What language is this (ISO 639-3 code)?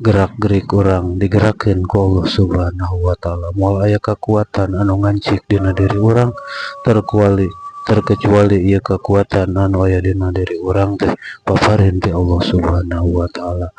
sun